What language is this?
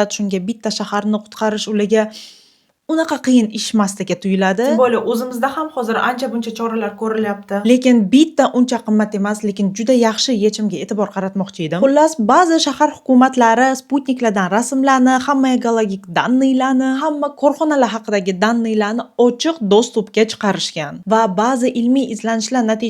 Uzbek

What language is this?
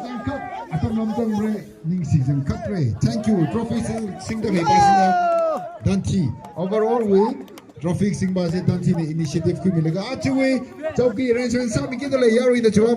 Tangkhul Naga (India)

